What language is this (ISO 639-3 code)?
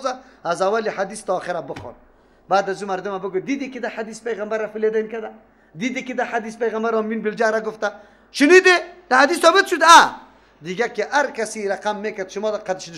fas